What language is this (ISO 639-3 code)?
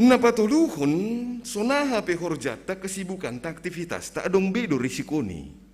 bts